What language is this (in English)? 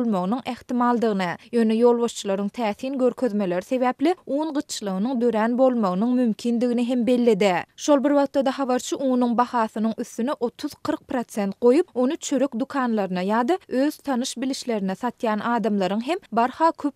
Turkmen